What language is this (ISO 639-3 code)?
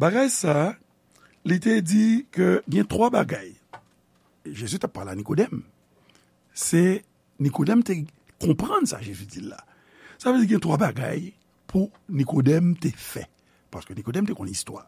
hat